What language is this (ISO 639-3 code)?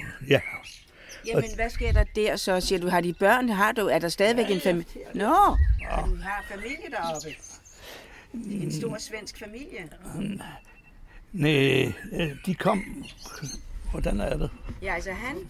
dan